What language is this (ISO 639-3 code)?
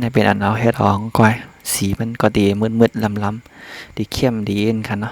shn